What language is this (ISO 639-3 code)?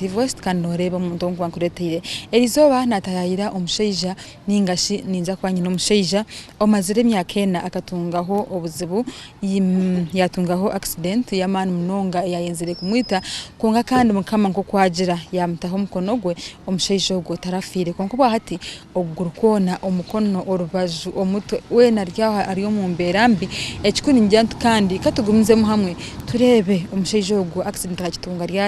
nyn